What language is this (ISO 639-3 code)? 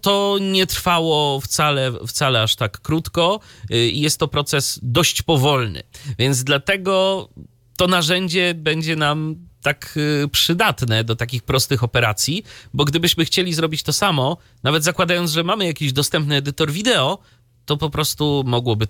pol